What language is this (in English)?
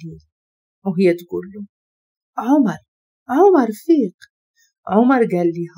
Moroccan Arabic